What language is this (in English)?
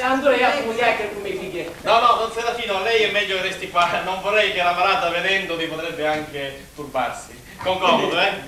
Sicilian